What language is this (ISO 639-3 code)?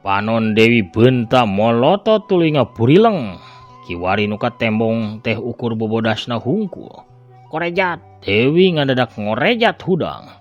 sun